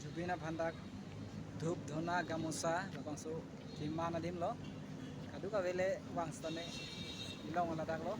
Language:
Karbi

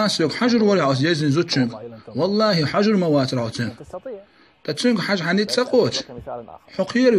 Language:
Chechen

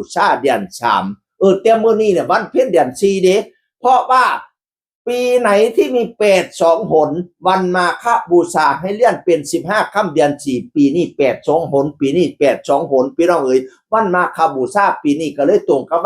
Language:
Northeastern Thai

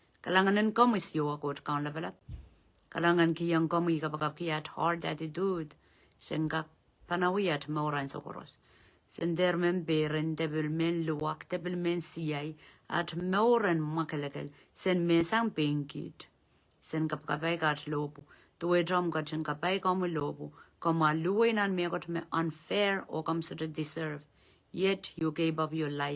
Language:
Pohnpeian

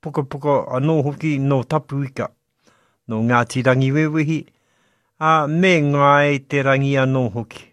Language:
Māori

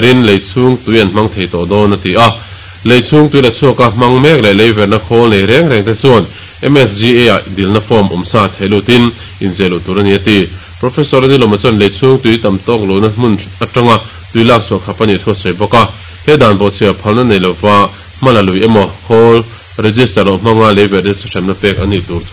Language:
Mizo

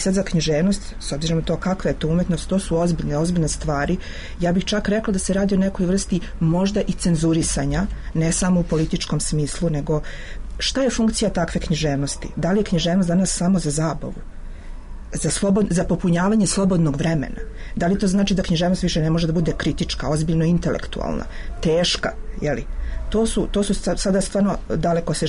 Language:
Serbian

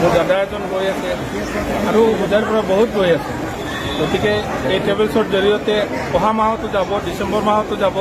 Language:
Assamese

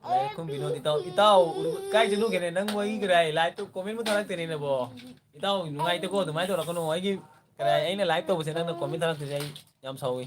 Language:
Manipuri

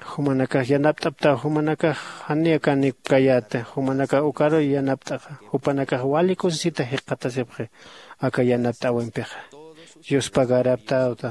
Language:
Aymara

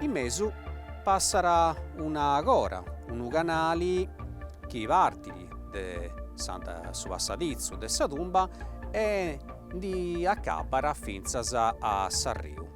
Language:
Sardinian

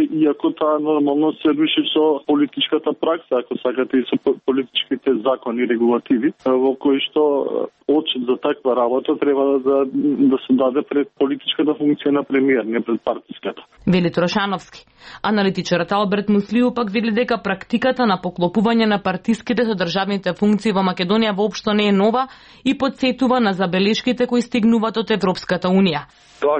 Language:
Macedonian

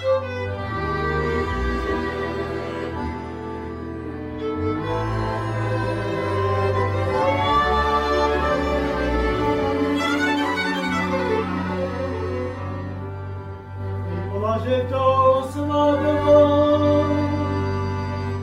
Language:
Slovak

